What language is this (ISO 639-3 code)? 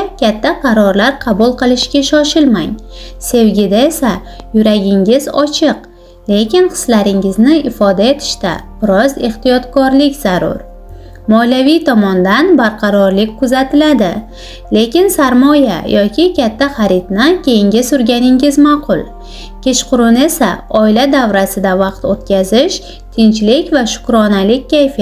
uzb